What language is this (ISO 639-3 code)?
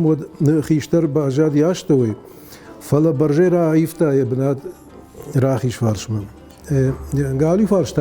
oss